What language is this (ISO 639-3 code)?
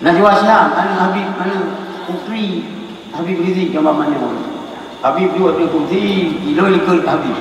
ace